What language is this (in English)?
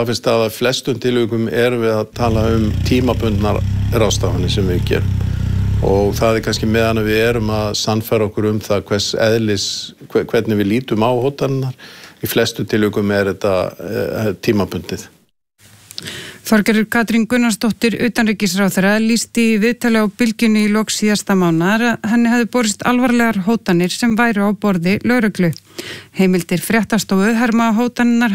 Icelandic